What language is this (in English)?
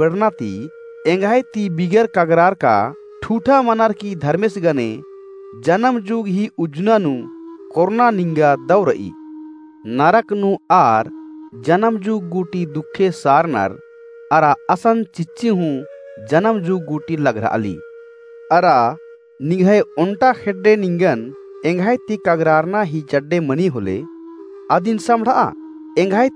Kurukh